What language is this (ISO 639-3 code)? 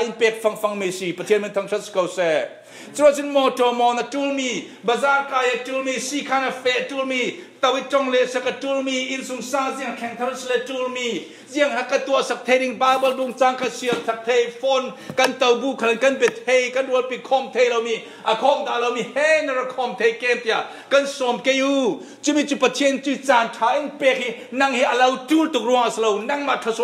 cfm